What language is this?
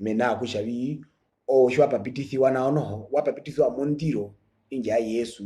Herero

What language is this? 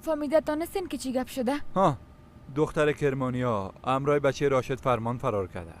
Persian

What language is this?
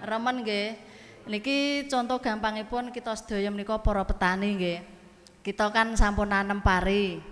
Javanese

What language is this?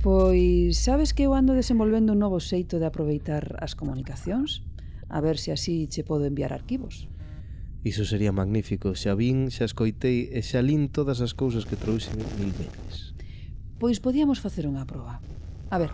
Galician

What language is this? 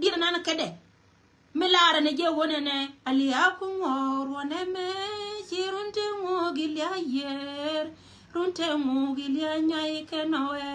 Nuer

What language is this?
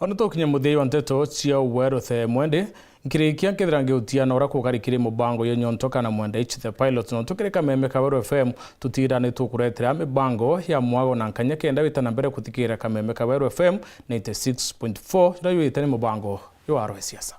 Meru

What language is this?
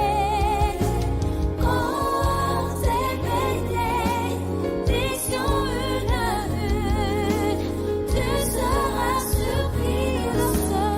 Ewe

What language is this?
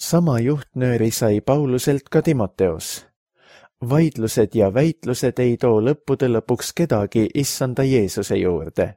Estonian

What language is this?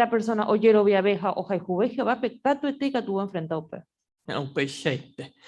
Guarani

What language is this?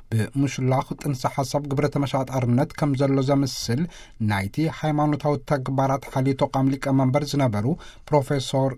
Tigrinya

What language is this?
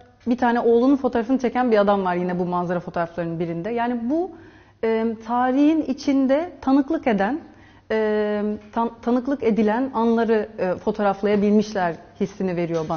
Turkish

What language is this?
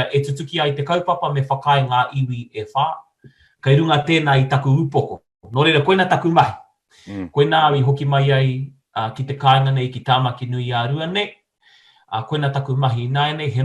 Māori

